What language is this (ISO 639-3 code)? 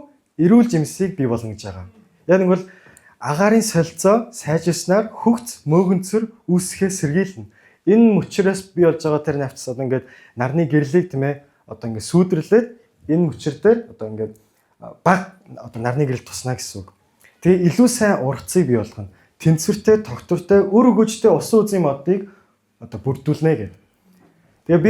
mon